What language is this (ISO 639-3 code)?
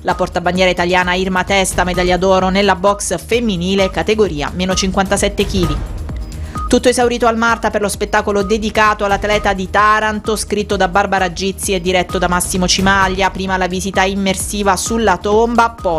ita